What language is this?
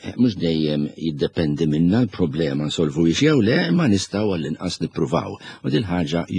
Maltese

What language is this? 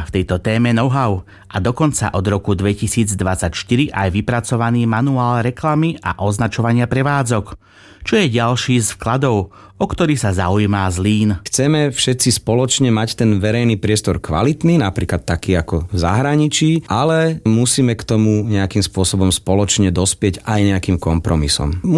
Slovak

